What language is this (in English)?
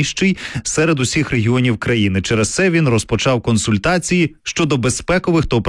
Ukrainian